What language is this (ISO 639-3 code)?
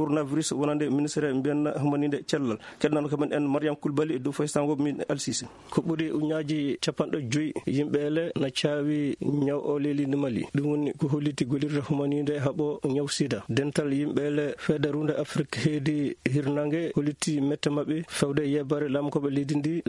ful